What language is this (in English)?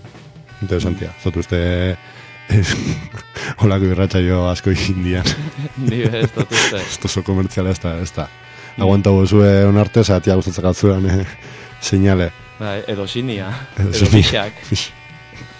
Basque